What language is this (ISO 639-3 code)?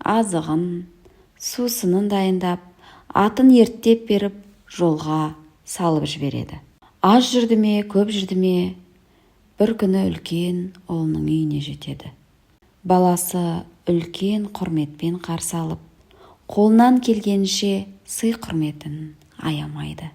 kaz